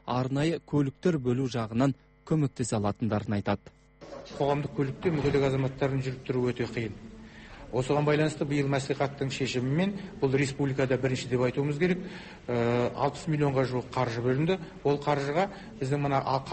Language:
Kazakh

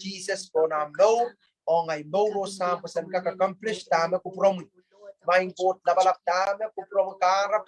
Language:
Pohnpeian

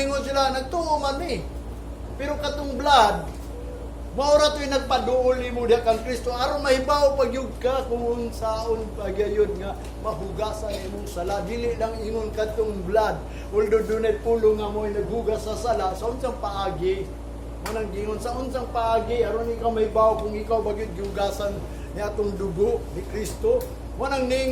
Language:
Cebuano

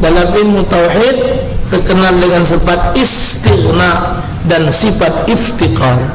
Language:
Musi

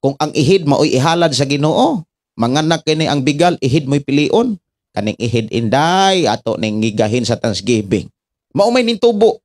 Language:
Cebuano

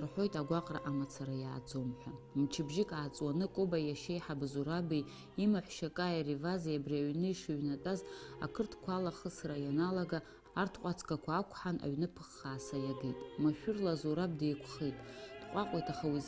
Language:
Abkhazian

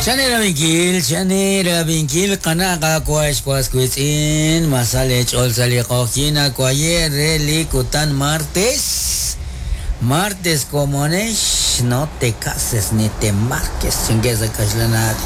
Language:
Kekchí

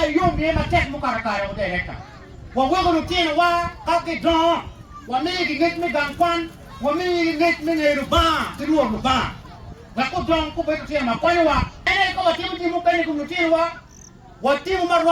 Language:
Acoli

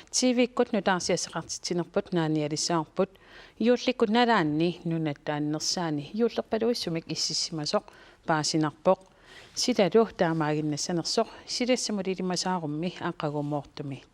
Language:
Kalaallisut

